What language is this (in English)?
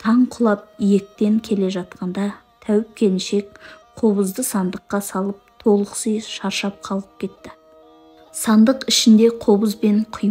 Kazakh